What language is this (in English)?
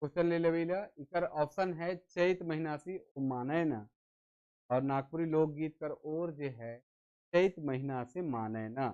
Sadri